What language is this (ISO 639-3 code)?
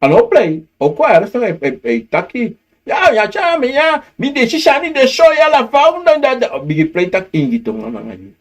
srn